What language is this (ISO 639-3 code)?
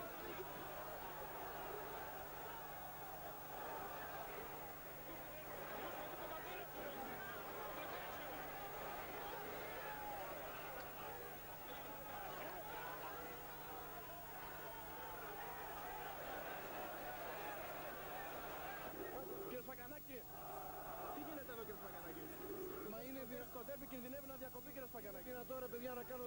ell